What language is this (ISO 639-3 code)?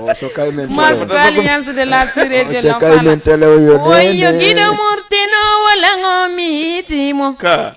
ful